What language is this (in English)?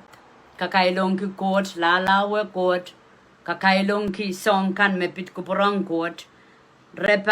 Pohnpeian